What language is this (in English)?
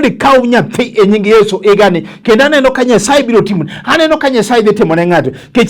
Luo (Kenya and Tanzania)